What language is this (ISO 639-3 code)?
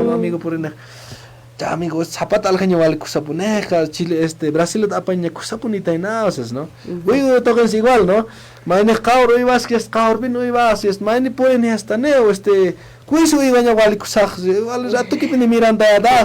aym